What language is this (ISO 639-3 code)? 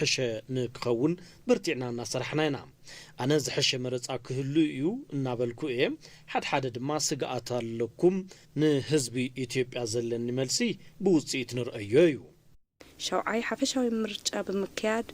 tir